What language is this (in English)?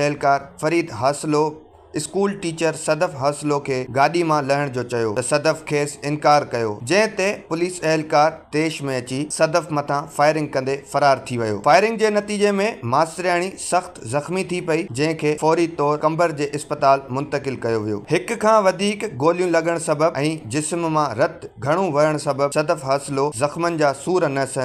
Sindhi